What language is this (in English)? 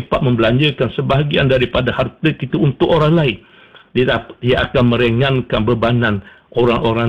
Malay